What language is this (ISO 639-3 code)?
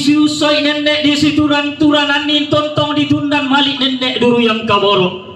sda